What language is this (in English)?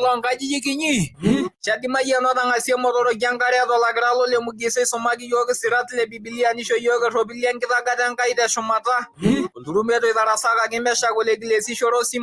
Masai